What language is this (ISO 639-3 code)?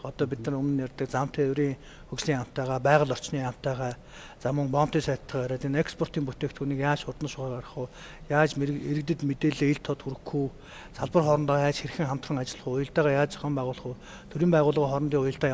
mon